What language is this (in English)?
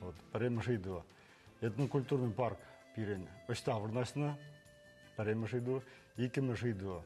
Chuvash